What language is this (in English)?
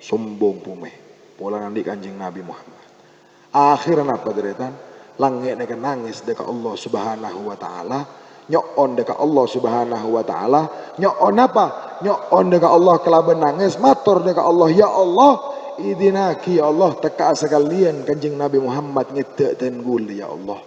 Madurese